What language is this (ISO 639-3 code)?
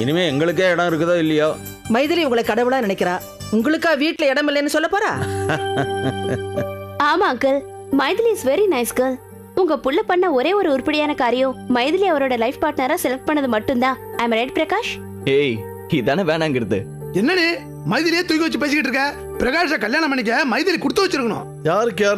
tam